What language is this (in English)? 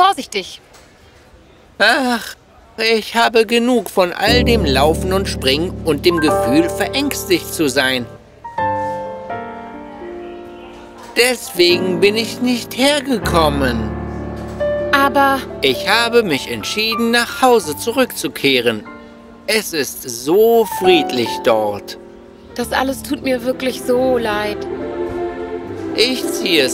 German